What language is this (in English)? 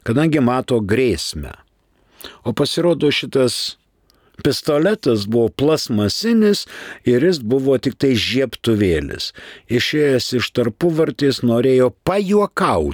Lithuanian